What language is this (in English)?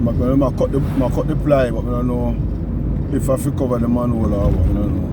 Jamaican Creole English